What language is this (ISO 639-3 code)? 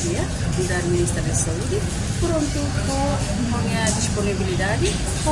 tet